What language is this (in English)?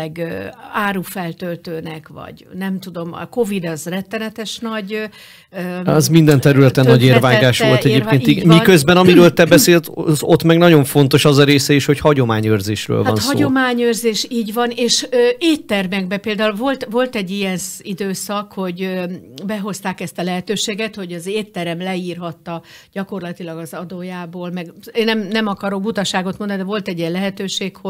Hungarian